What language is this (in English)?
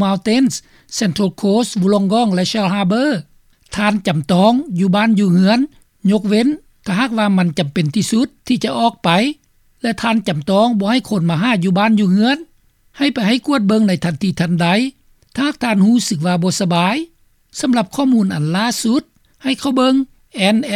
Lao